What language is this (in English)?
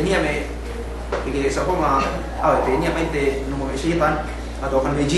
Yakan